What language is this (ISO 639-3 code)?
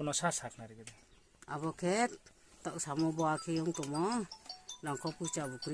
ria